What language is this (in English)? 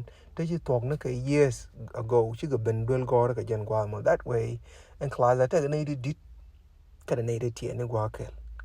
Nuer